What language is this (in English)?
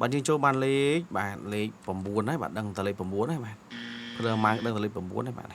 Khmer